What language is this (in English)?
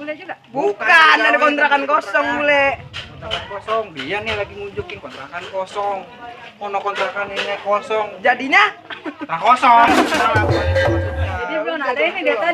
Betawi